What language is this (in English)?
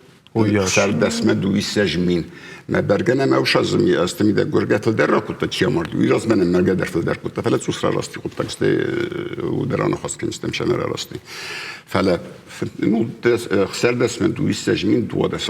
Ossetic